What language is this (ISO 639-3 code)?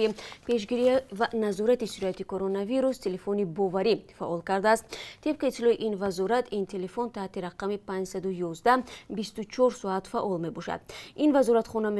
tgk